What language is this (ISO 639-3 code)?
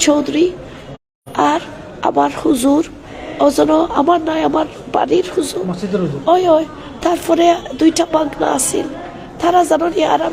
syl